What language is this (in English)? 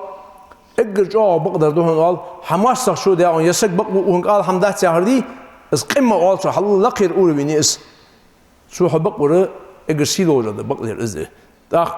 Ingush